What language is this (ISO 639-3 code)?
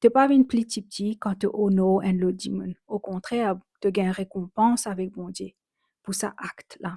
mfe